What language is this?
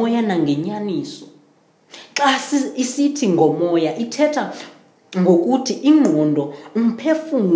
Xhosa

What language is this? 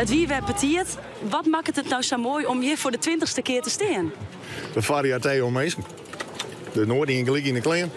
Western Frisian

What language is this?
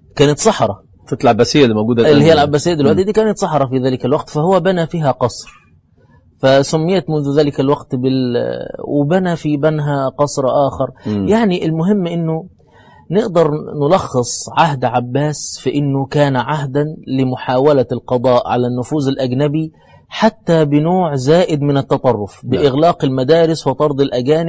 Egyptian Arabic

